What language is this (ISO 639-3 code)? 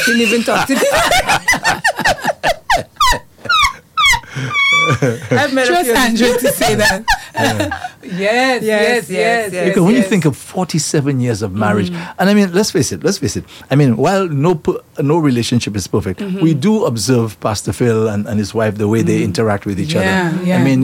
eng